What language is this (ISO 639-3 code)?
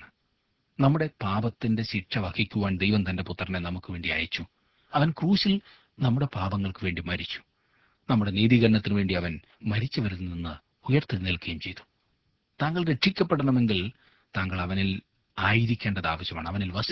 mal